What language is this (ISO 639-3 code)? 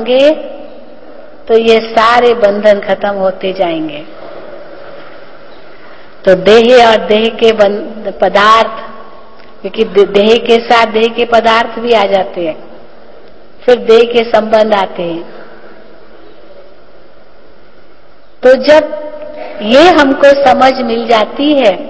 hin